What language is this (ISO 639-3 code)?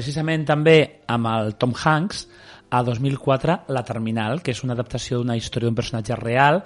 cat